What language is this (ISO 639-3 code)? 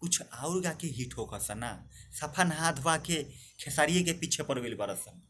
bho